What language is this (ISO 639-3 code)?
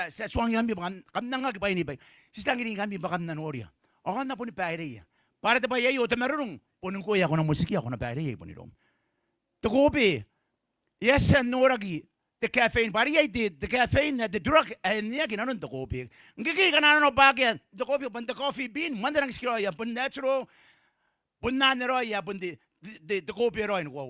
gil